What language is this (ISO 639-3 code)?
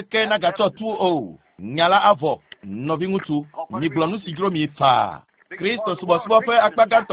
ewe